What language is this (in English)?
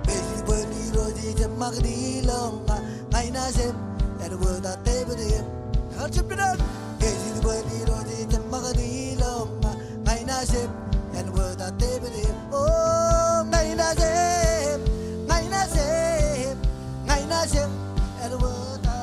Marshallese